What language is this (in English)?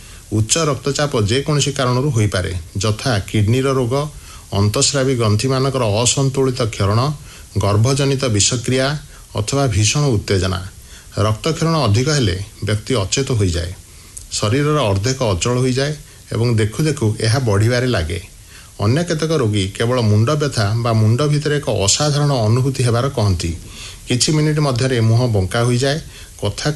Odia